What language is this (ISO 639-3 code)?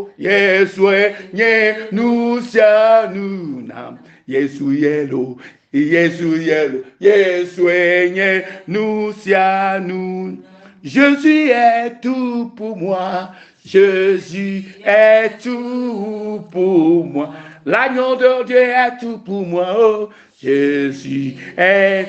ewe